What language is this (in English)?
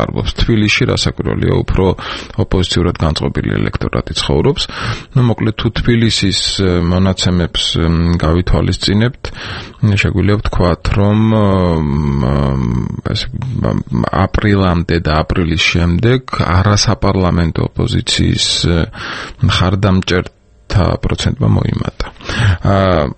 Georgian